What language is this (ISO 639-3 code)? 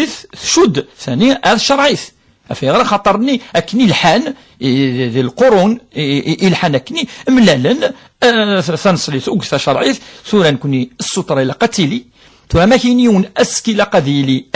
kab